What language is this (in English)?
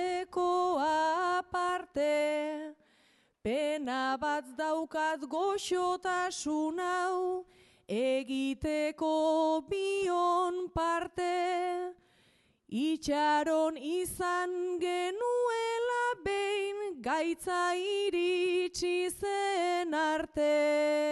Basque